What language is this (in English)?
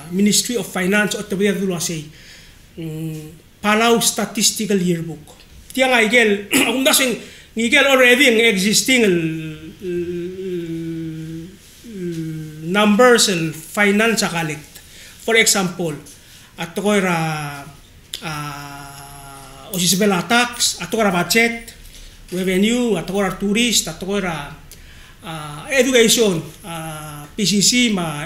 Palauan